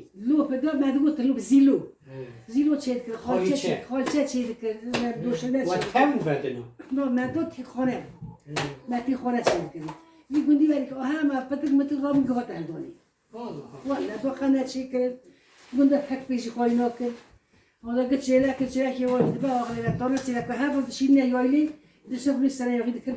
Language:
Kurdish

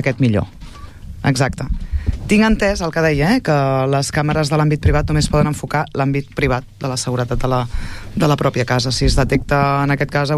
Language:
Catalan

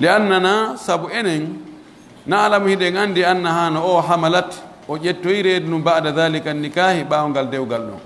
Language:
Pular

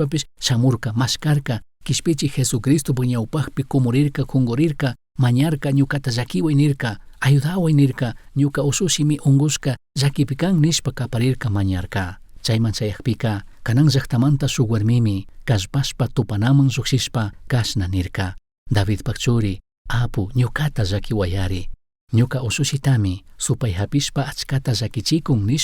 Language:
Chimborazo Highland Quichua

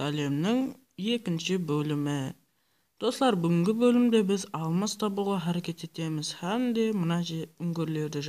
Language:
Kara-Kalpak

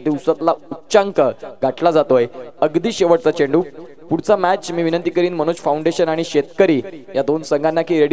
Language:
Marathi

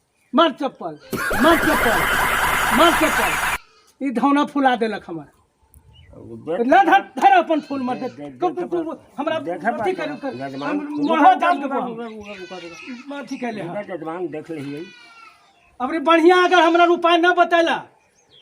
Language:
Magahi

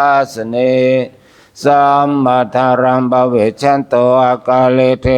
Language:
Pali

